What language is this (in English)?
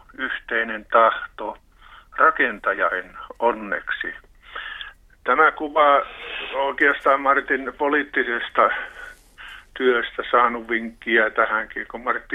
Finnish